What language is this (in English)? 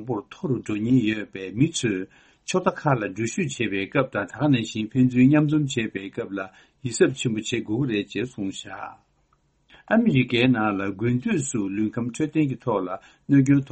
Tibetan